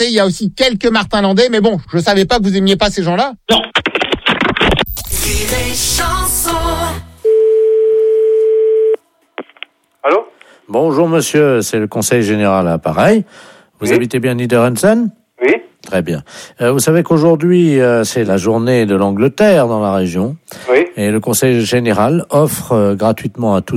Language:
French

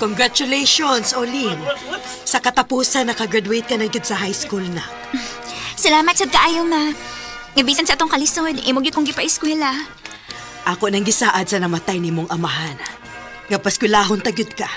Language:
Cebuano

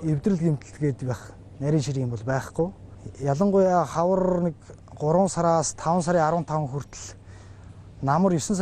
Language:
Mongolian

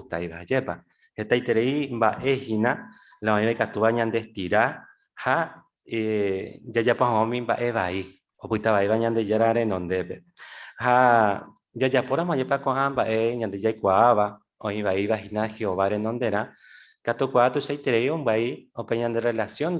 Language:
Guarani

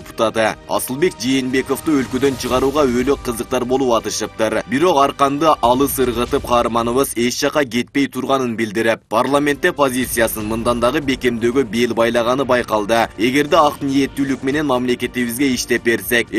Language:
Kyrgyz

